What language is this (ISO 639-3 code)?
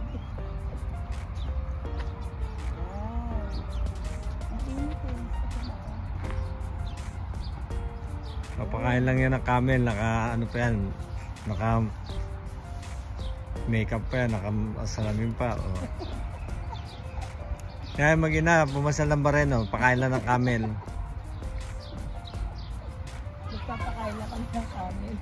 fil